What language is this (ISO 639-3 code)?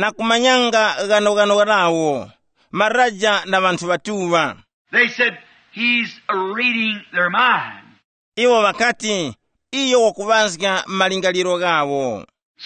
tum